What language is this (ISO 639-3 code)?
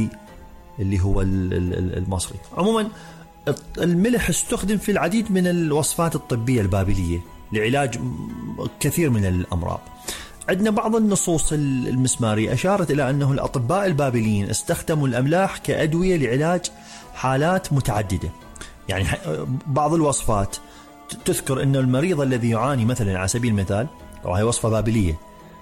acm